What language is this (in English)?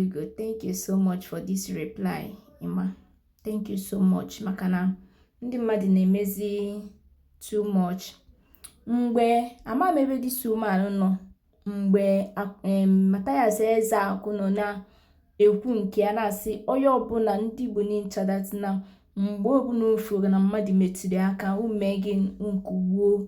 Igbo